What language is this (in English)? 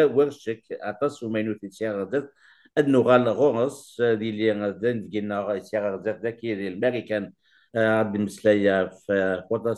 Kabyle